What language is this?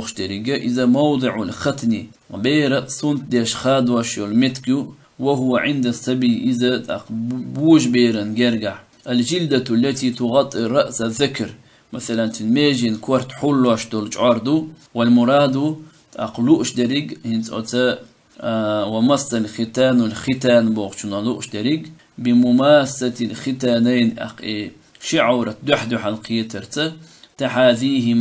Chechen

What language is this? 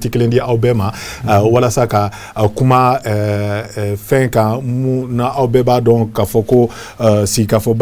Bambara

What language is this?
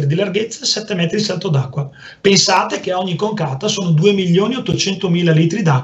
Italian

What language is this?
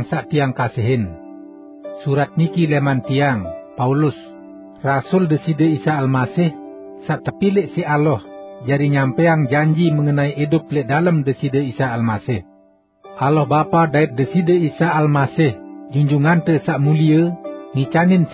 Sasak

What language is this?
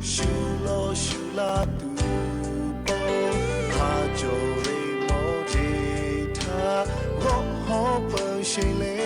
Lahu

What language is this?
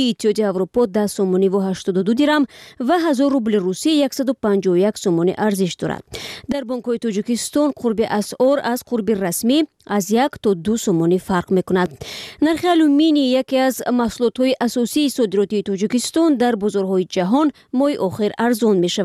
Tajik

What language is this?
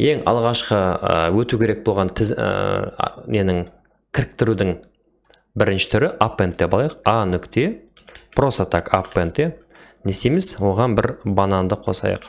Kazakh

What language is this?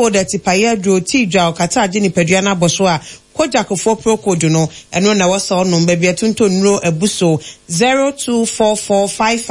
Akan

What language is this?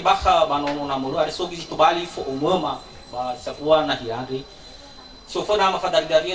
Nias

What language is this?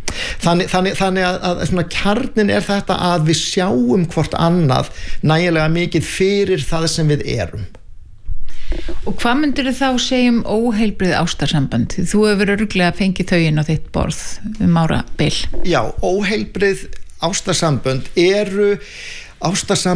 Icelandic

